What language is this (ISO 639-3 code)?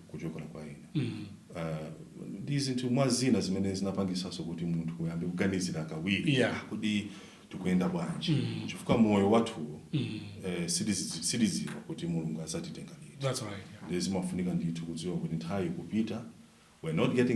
nya